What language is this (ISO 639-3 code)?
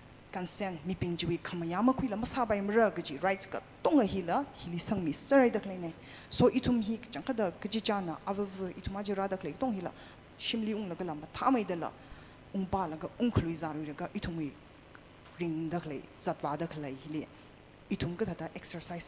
nmf